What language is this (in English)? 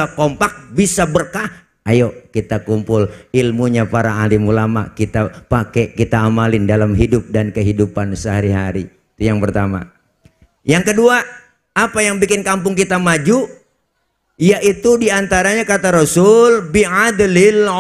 Betawi